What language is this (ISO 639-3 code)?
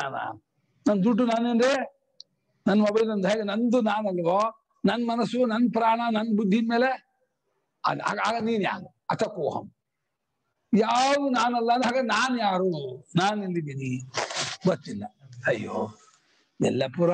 kan